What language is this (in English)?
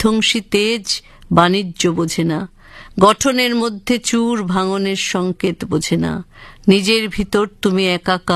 Bangla